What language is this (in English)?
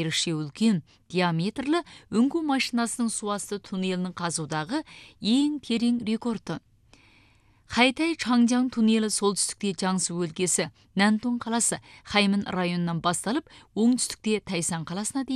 Kazakh